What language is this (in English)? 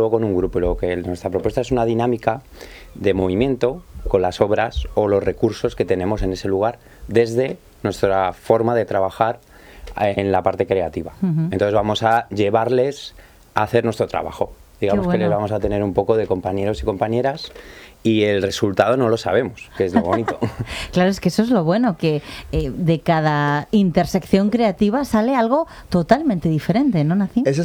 Spanish